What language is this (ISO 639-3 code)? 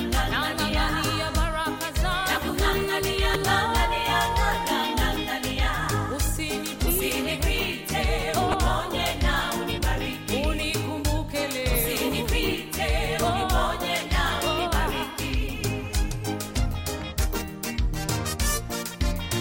swa